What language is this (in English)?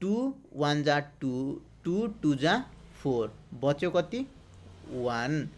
Nepali